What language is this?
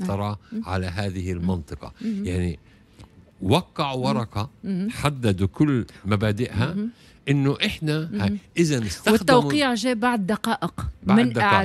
Tunisian Arabic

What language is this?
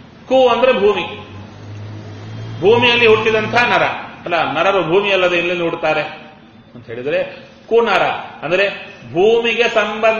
Kannada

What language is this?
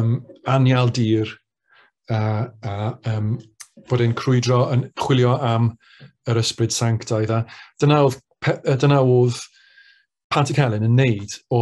Welsh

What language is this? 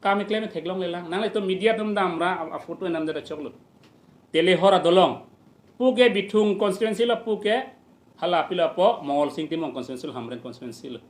Karbi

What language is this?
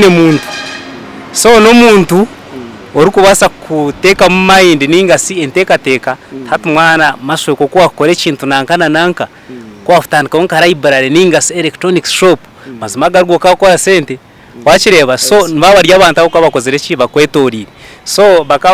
Nyankole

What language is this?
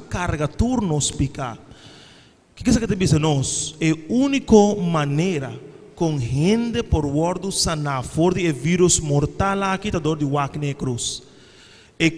Papiamento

